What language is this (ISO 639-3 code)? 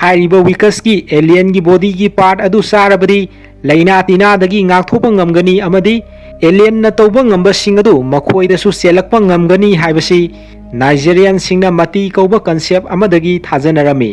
mni